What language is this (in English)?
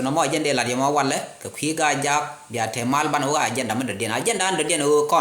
Nuer